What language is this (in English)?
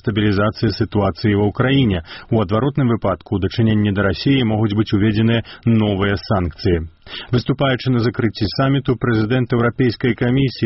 Belarusian